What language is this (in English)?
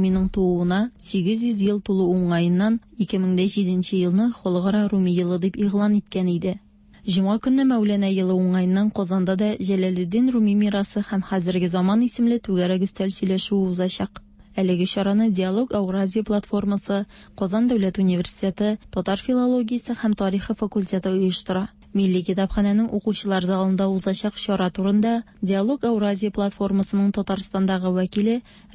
Tatar